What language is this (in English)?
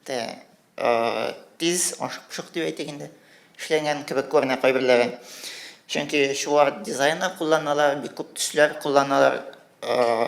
Tatar